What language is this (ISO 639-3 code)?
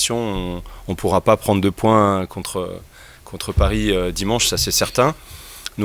fra